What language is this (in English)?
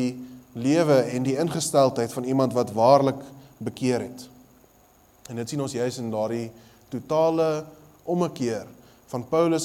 Afrikaans